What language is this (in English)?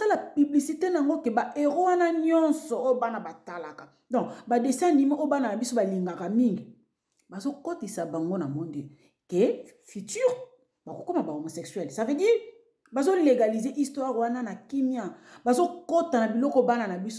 Lingala